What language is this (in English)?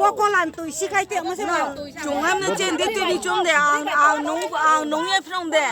Riang (India)